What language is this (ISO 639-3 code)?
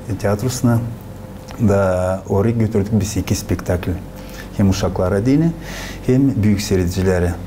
gag